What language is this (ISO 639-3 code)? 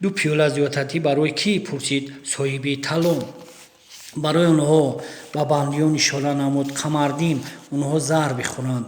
tgk